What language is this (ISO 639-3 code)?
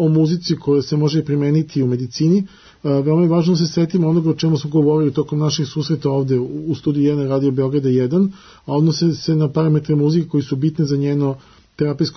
srp